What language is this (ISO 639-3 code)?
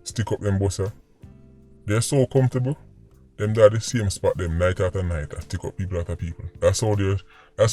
jam